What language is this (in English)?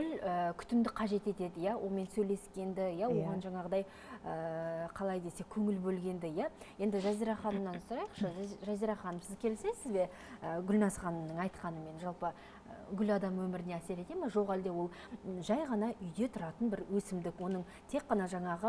Kazakh